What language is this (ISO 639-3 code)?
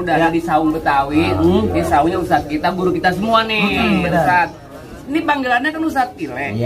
bew